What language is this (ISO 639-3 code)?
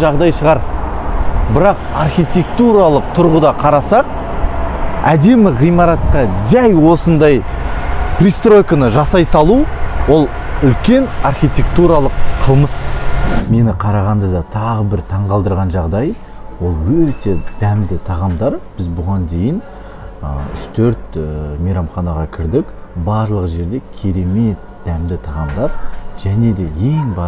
kaz